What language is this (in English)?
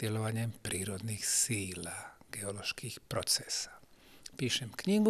Croatian